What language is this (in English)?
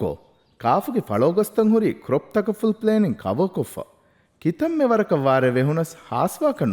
Divehi